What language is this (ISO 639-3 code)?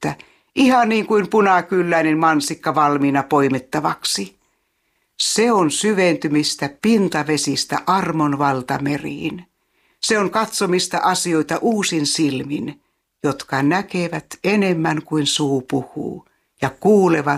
fin